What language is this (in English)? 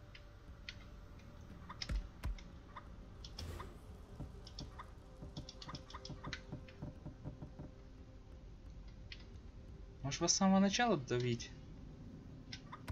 Russian